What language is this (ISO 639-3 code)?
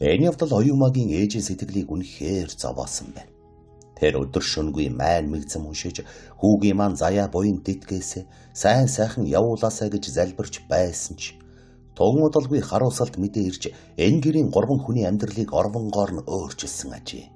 mon